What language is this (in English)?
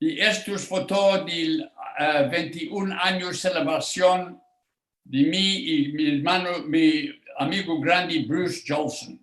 Ladino